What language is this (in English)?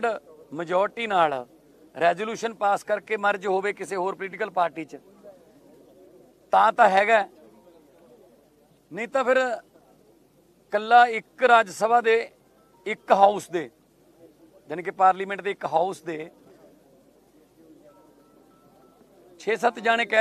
Punjabi